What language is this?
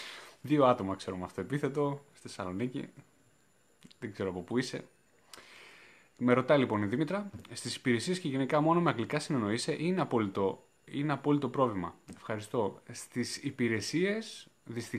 Greek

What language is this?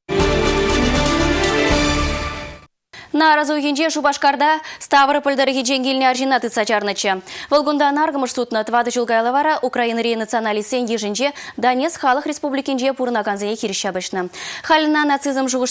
Chuvash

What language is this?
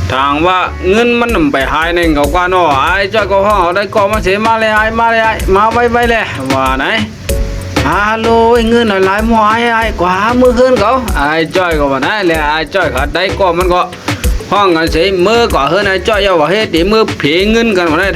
Shan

